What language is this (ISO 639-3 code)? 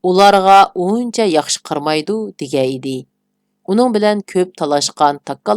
uig